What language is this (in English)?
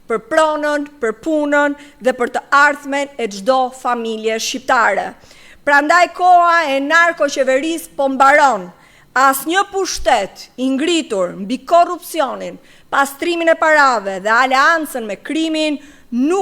Albanian